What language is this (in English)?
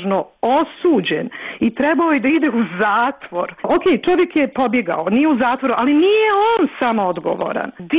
Bosnian